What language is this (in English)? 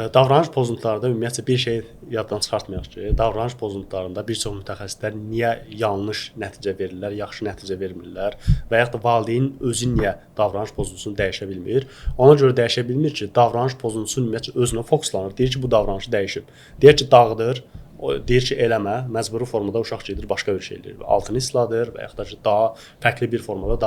Azerbaijani